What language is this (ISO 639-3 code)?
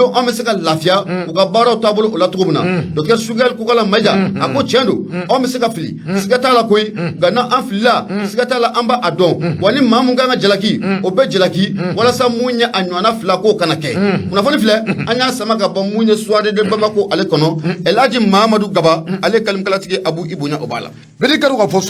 bam